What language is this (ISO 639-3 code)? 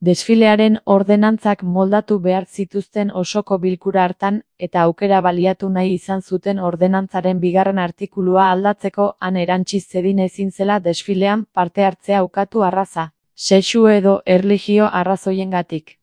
eus